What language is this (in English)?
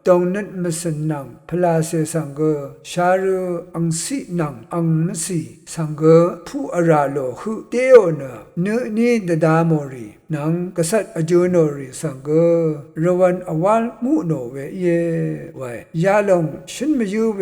Rawang